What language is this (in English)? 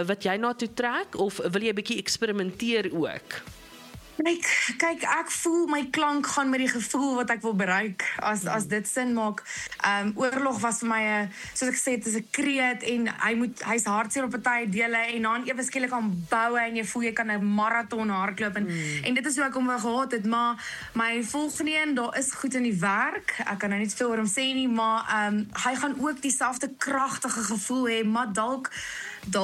Afrikaans